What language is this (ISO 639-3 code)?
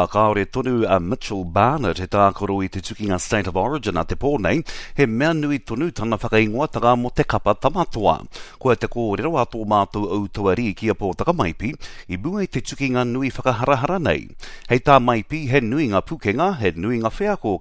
mri